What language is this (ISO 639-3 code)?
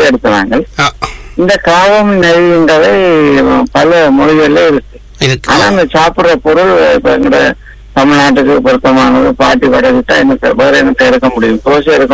tam